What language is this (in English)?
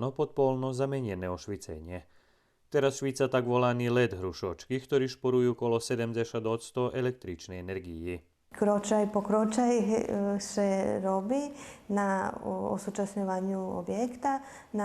Rusyn